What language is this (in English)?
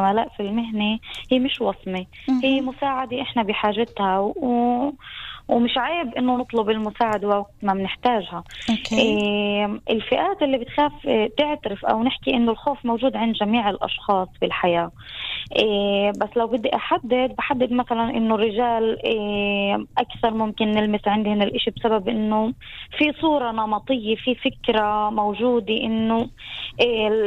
North Levantine Arabic